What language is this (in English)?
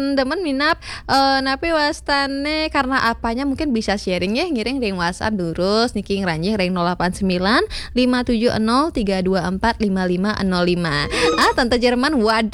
Balinese